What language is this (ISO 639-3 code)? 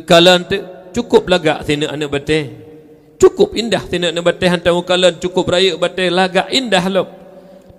ace